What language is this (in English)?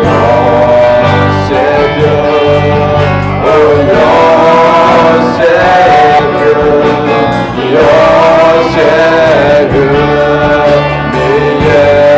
Akha